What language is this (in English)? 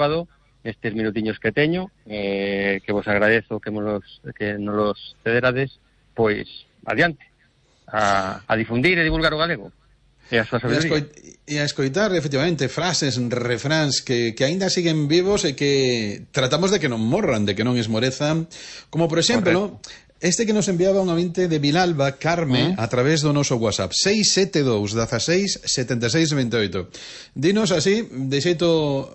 Galician